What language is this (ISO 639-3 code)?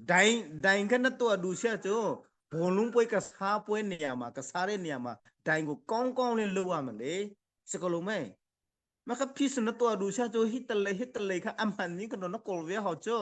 cnh